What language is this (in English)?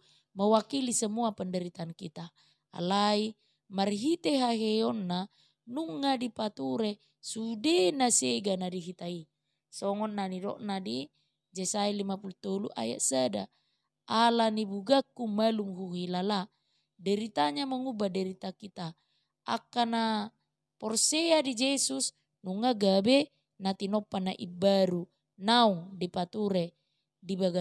Batak Toba